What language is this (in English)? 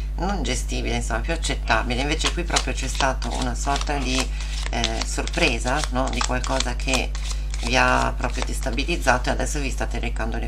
Italian